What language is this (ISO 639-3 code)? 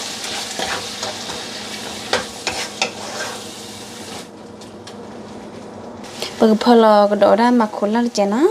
ksw